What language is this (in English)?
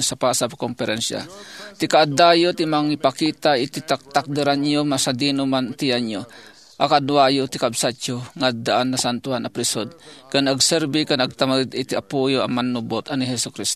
Iloko